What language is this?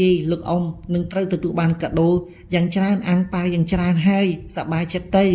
Khmer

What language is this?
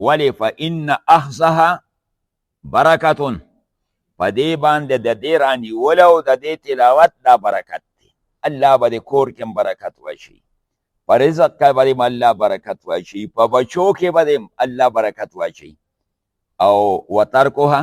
Pashto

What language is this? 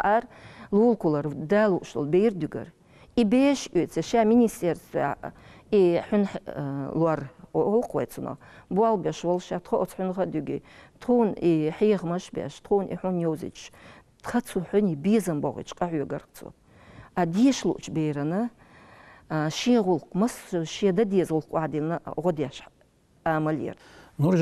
Chechen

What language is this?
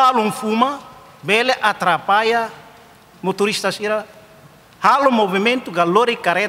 Tetum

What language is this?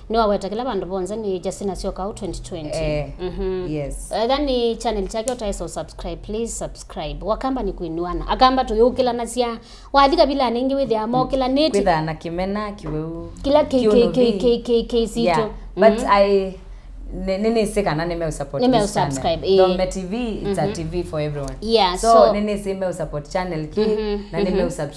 Kamba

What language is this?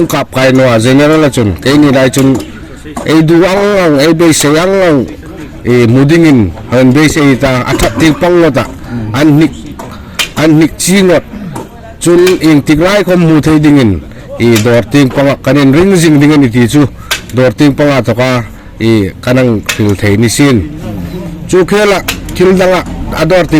Hmar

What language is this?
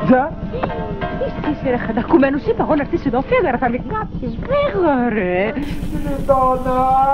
Greek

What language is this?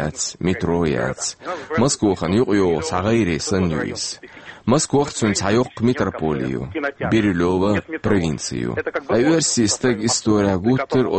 Chechen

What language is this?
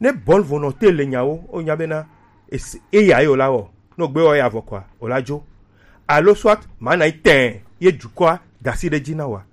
Gen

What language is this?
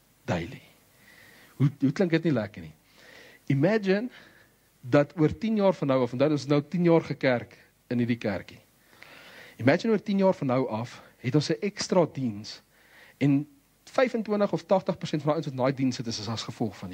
Afrikaans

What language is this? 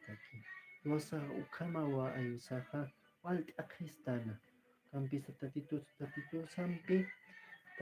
Aymara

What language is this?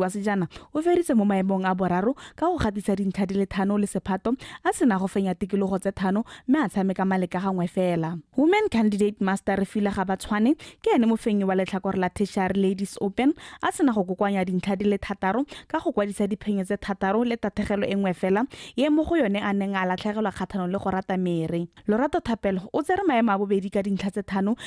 Tswana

